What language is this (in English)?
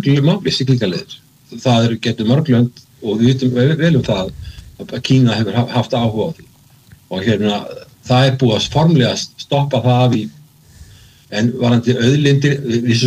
Icelandic